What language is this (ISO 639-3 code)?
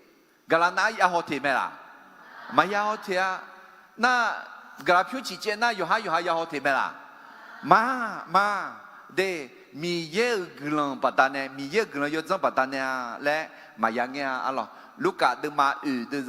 ahk